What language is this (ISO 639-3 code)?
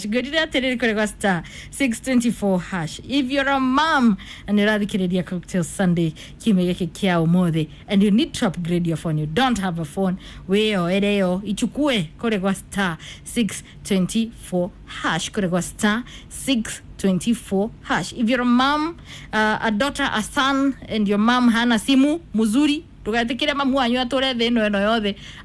kik